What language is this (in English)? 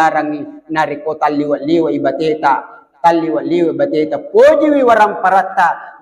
Buginese